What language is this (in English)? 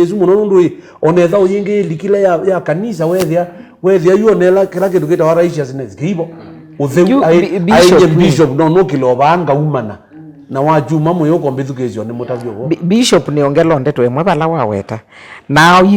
Kamba